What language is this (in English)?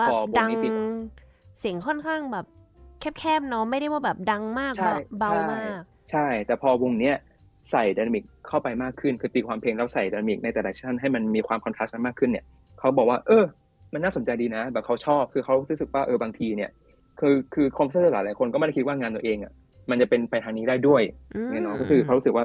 Thai